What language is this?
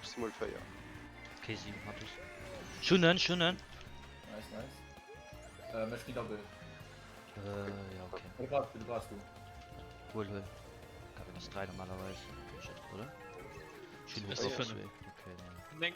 Luxembourgish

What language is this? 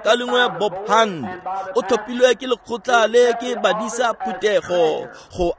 Tswana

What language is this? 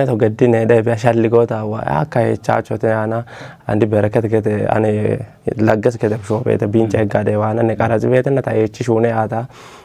Kafa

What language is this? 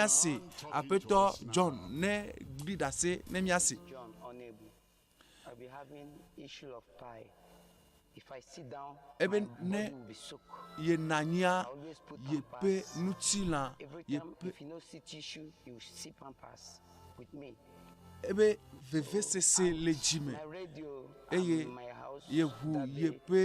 Ewe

